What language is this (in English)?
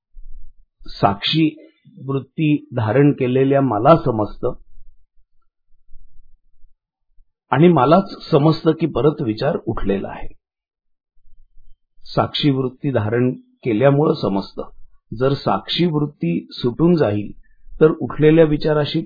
Marathi